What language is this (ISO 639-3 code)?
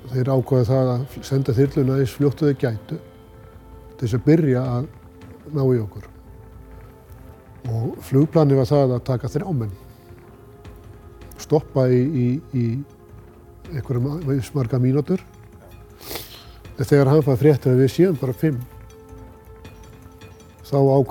isl